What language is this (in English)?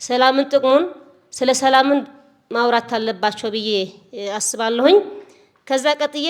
Amharic